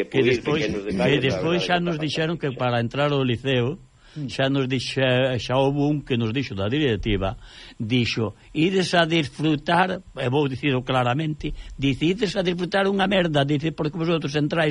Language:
Galician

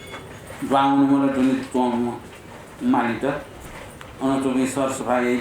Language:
Newari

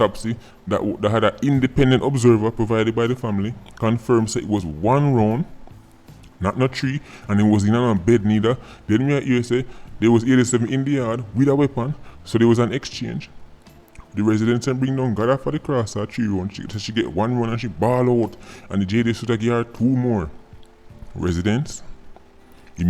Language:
Jamaican Creole English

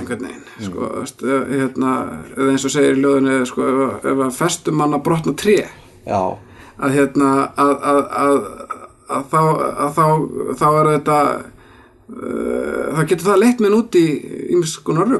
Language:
Icelandic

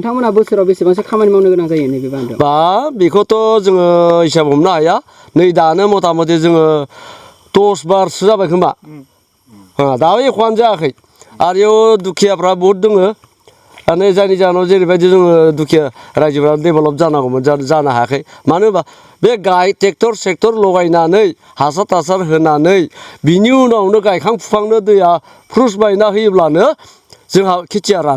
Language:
Bodo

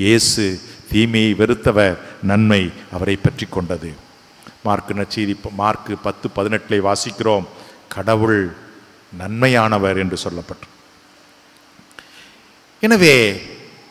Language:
Tamil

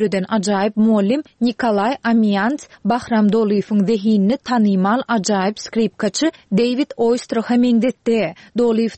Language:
Turkmen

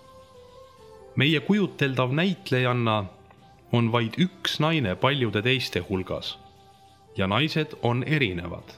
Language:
Estonian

